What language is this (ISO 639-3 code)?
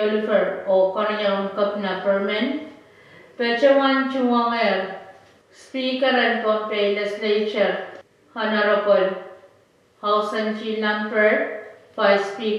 pon